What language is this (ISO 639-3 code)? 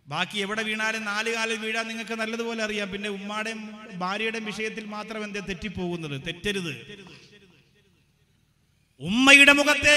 mal